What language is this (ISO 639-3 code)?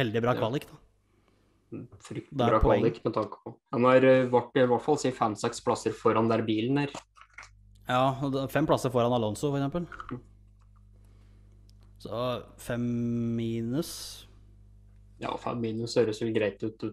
nor